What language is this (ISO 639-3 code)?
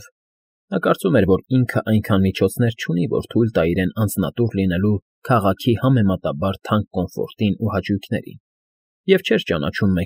hye